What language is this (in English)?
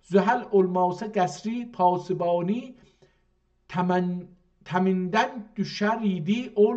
South Azerbaijani